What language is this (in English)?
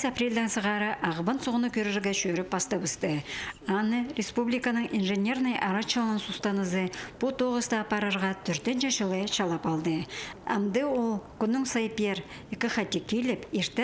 Khakas